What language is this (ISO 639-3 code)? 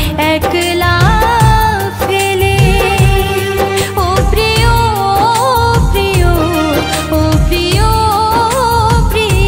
ben